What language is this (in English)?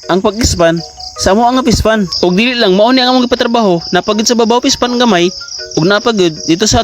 Cebuano